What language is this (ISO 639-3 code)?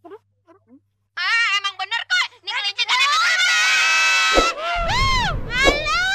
bew